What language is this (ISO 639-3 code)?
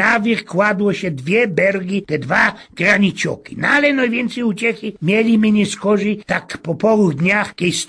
szl